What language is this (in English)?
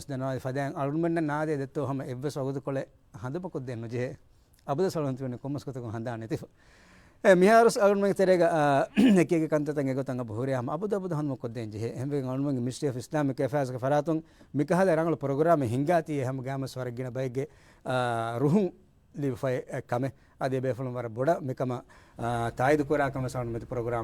Divehi